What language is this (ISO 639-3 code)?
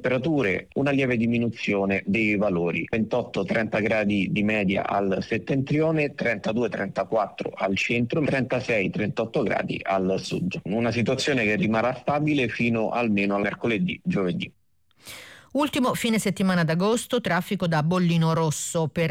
ita